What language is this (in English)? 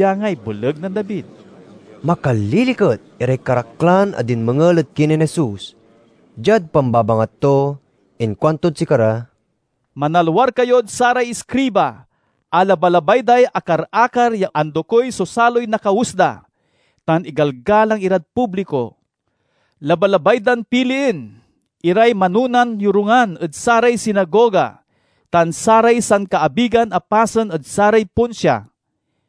Pangasinan